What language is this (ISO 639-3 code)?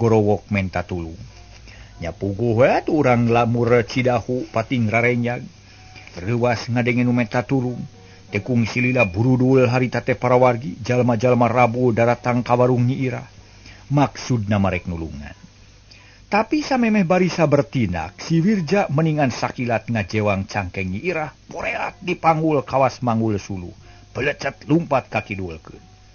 sun